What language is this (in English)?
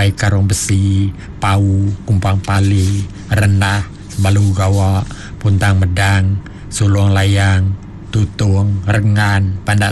Iban